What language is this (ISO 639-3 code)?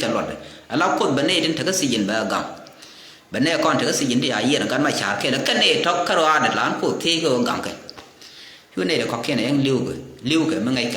nus